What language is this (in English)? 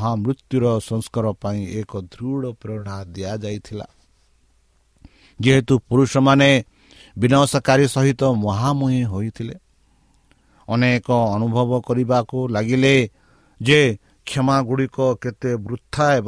Odia